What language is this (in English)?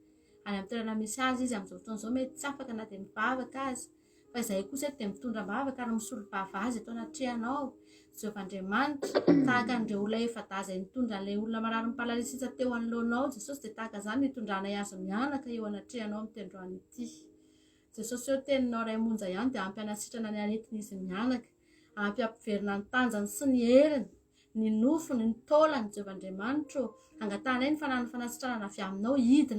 Malagasy